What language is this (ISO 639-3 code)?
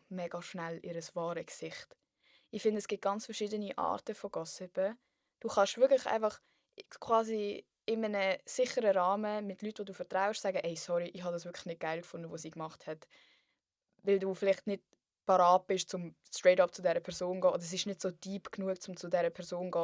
gsw